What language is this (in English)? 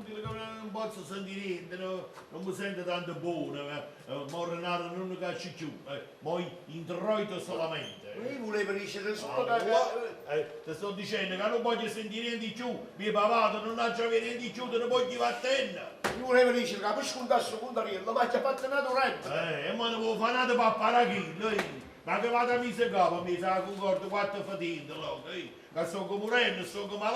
Neapolitan